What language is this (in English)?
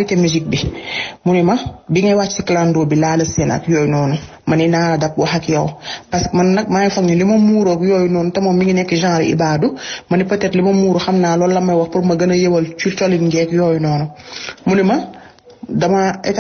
Wolof